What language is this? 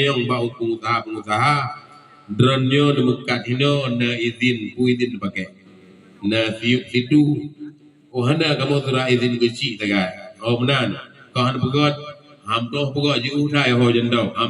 Achinese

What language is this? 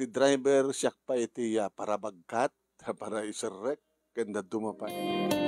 Iloko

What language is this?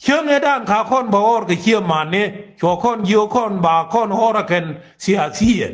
Nuer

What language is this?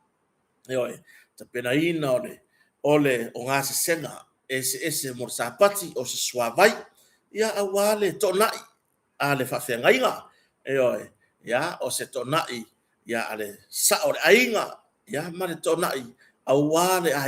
Samoan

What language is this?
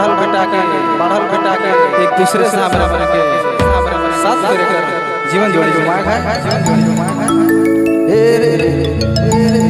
Sadri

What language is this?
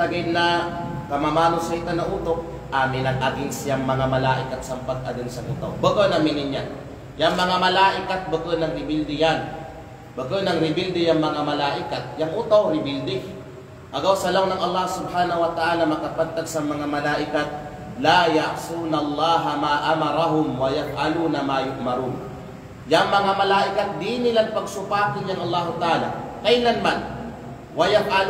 Kalagan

